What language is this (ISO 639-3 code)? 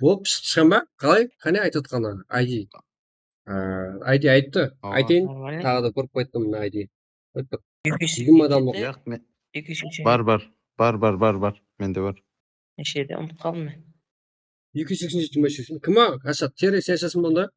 kaa